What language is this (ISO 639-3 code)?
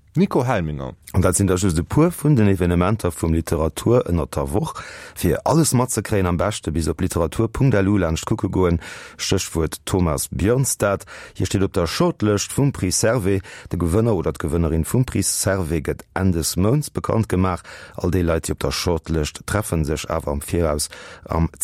ltz